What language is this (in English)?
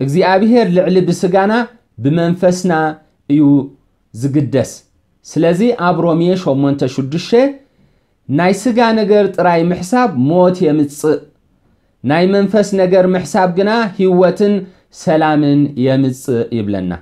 Tigrinya